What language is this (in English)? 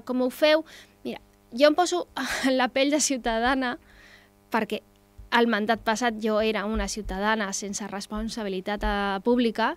Catalan